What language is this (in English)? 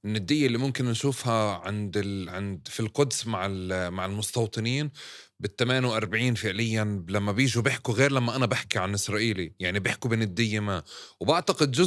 North Levantine Arabic